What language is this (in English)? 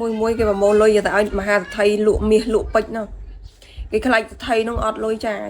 Khmer